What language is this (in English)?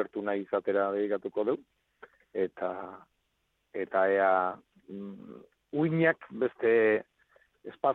Basque